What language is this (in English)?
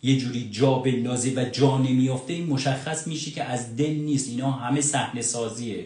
Persian